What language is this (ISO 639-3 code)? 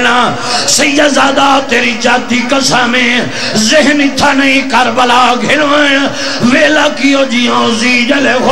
skr